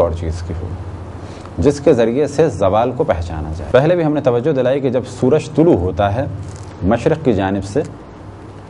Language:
Urdu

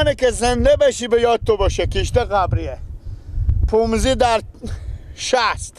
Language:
Persian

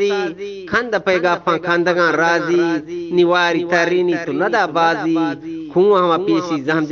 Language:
Eastern Balochi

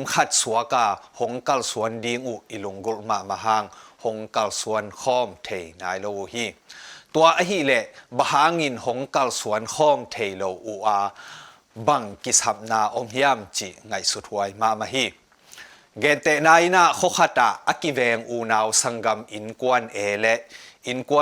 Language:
Tedim Chin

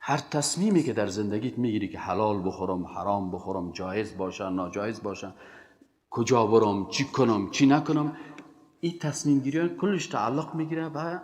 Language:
Persian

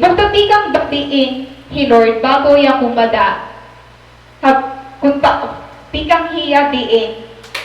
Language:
Waray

